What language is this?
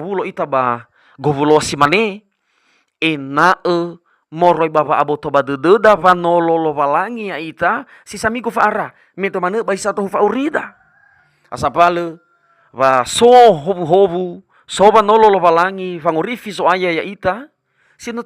Nias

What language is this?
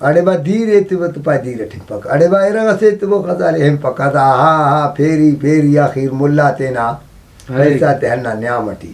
Brahui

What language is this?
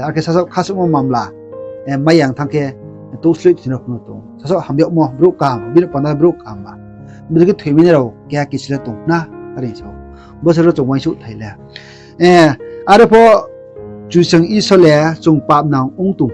Riang (India)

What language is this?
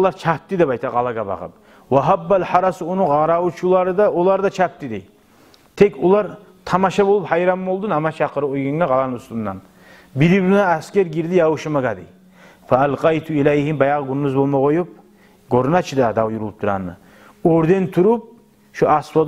Kumyk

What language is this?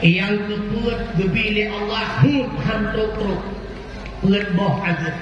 Achinese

